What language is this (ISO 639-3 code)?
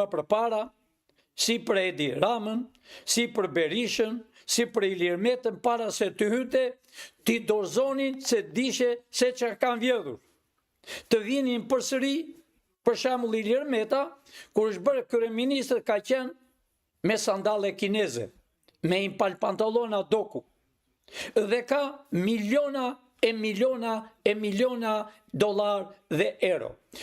sqi